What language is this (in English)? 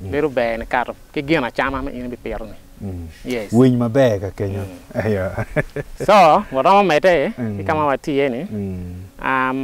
Acoli